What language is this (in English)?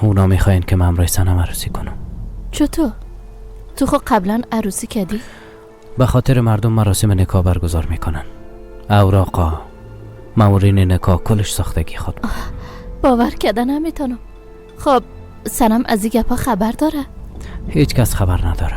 Persian